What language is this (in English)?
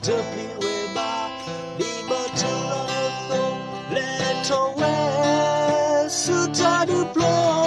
S'gaw Karen